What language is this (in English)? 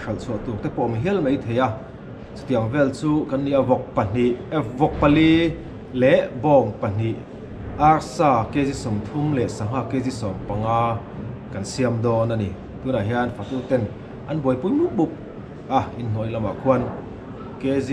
Mizo